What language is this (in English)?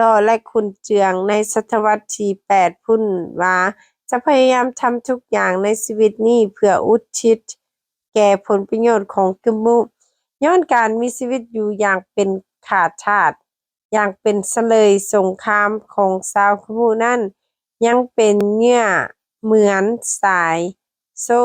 Lao